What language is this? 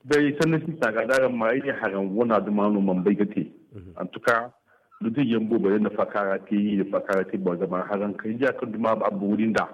Zarma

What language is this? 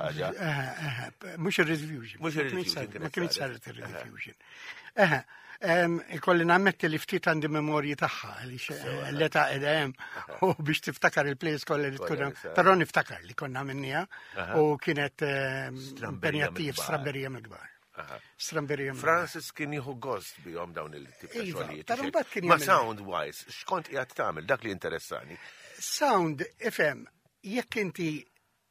Maltese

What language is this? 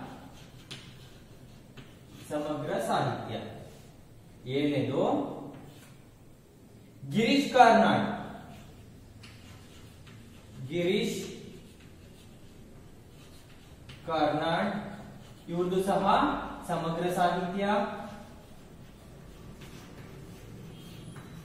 Kannada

